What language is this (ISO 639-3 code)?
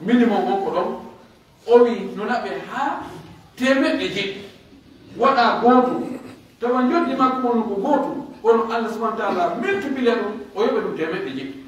fuf